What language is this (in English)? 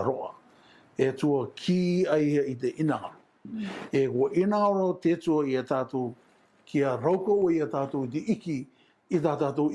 Rarotongan